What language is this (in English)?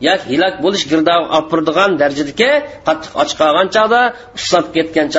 Uyghur